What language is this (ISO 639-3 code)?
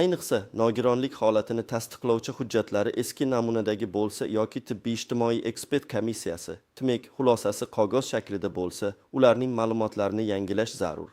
uzb